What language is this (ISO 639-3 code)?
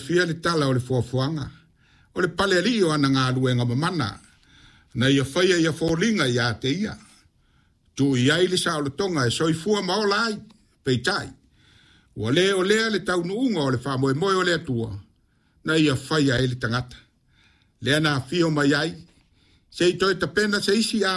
smo